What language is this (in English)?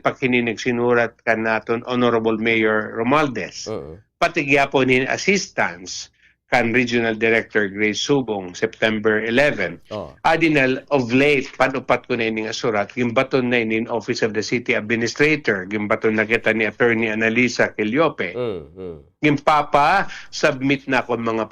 Waray